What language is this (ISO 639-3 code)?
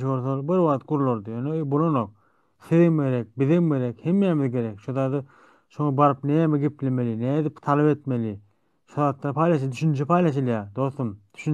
tuk